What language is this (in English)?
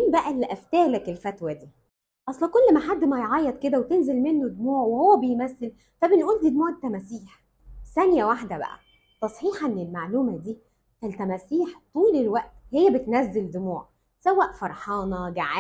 Egyptian Arabic